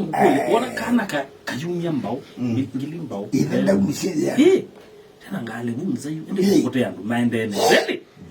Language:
Kamba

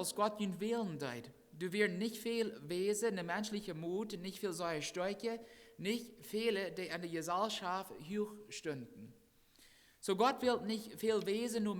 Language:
Plautdietsch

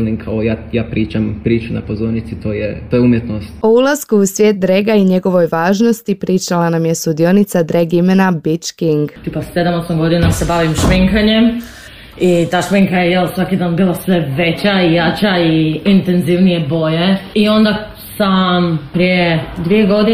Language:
Croatian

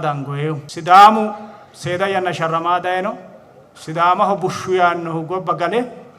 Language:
Sidamo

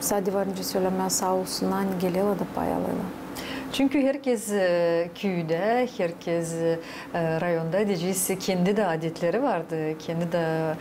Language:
Gagauz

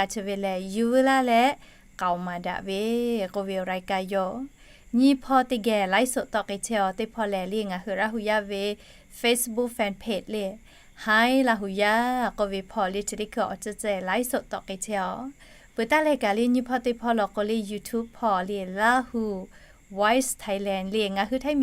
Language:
Lahu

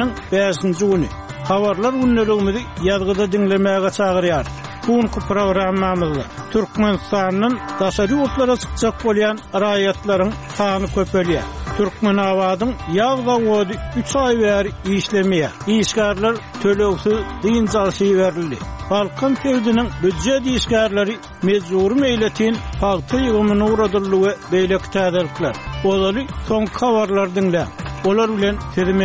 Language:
Turkmen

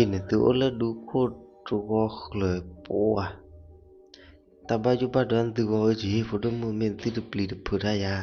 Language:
S'gaw Karen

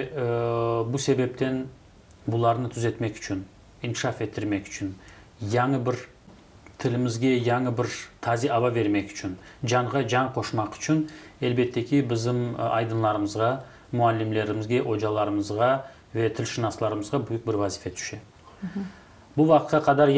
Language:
Crimean Tatar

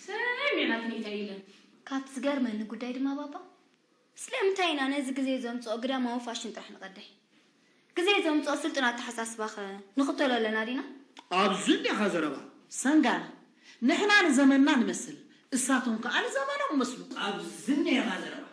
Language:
Tigrinya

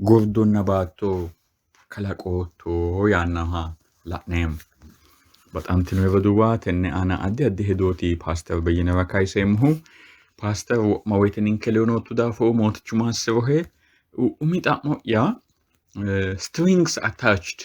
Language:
Sidamo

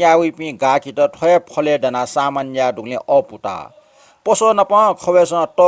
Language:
Newari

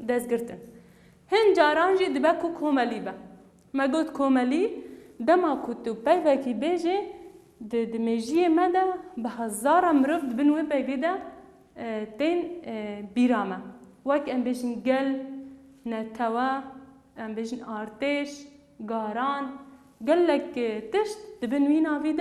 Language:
Kurdish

